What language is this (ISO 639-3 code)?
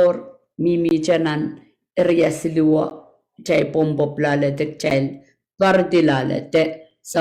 pon